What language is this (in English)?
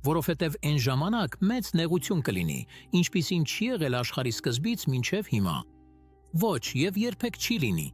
Western Armenian